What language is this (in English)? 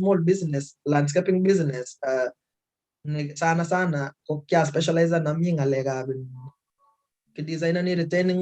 Kalenjin